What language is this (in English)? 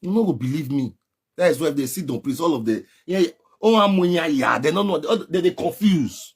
Nigerian Pidgin